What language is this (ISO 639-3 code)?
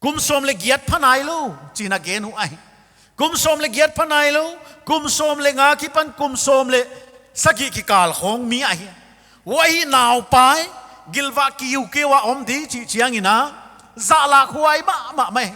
pck